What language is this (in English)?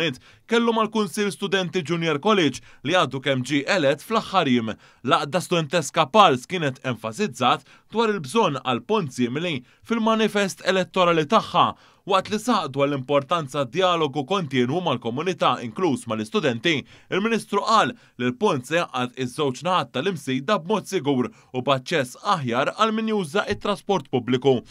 Maltese